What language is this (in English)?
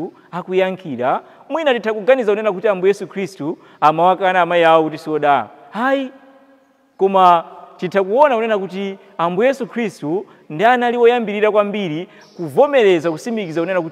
Nyanja